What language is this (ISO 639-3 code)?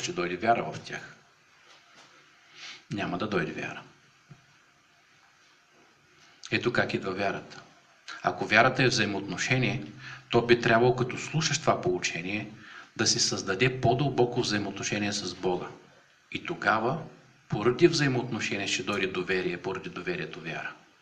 bul